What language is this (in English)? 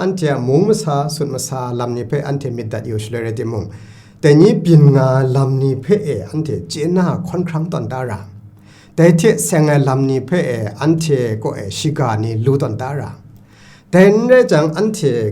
Kachin